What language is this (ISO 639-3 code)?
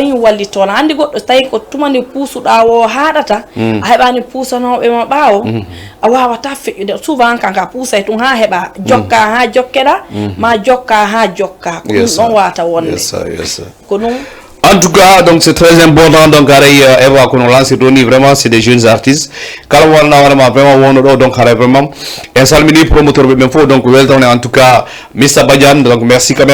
ful